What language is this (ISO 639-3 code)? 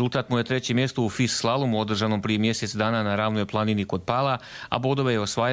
hrv